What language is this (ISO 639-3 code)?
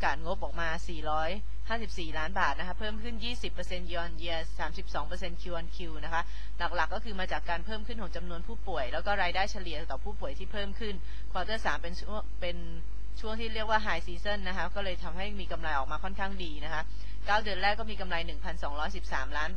tha